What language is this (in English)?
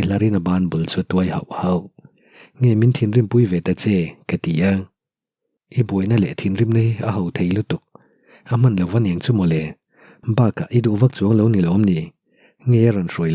Mizo